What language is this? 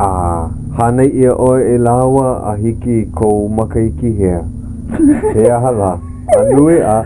Hawaiian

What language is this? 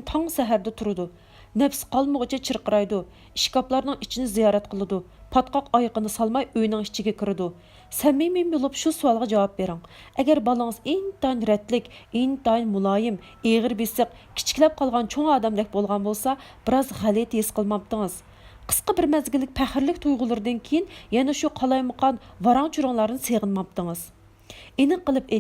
Uyghur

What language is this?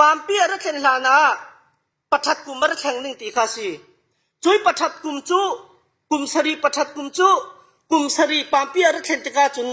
Falam Chin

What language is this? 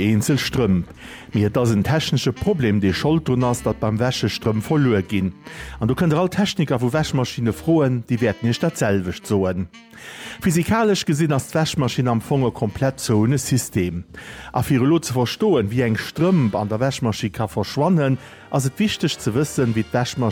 Luxembourgish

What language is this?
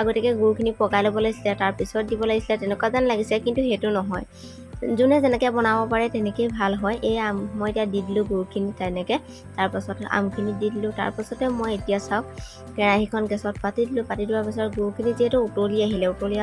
Assamese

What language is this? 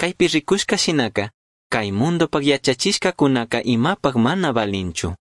Chimborazo Highland Quichua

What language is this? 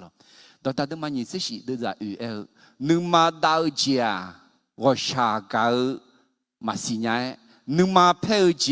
Akha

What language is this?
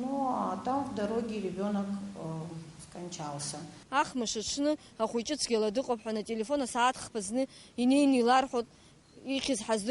Abkhazian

